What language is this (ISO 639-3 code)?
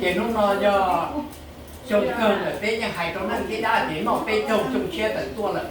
hmn